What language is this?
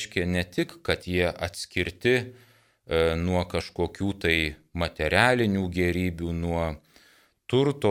Lithuanian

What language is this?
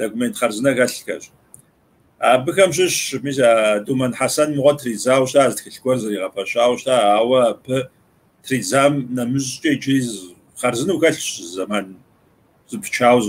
Kabardian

